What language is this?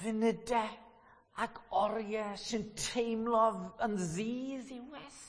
Welsh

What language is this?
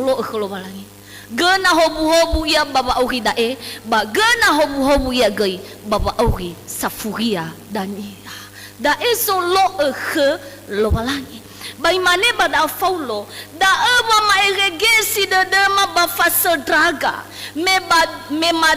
Nias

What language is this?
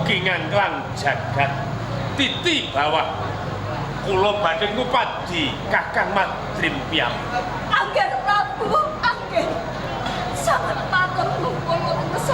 Javanese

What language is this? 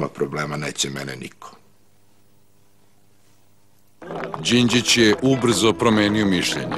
Serbian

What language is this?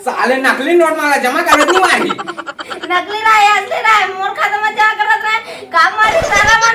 Chhattisgarhi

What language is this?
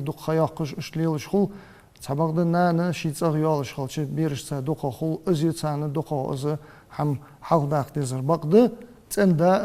Ingush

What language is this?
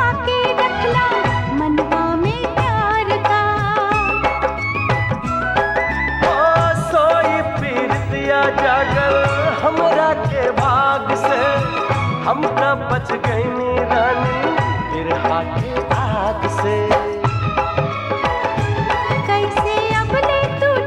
Bhojpuri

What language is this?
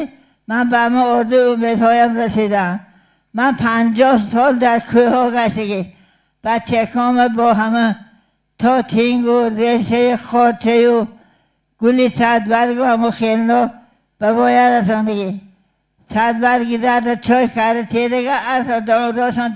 Tajik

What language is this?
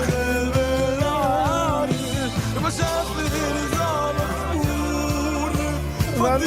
Yiddish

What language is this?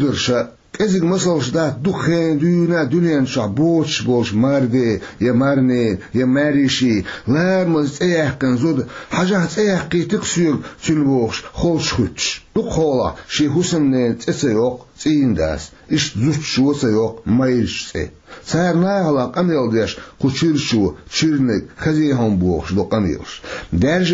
Chechen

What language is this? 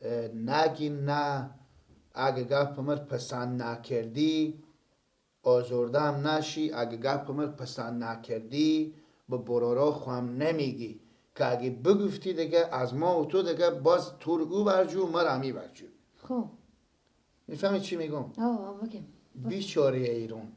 Persian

